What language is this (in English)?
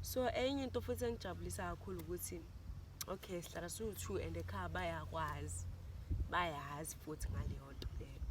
Zulu